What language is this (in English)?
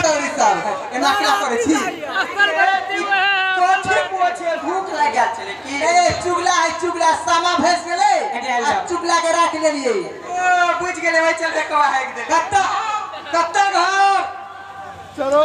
Maithili